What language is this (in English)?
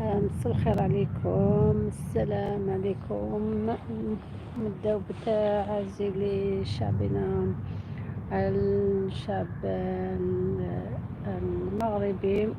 Algerian Arabic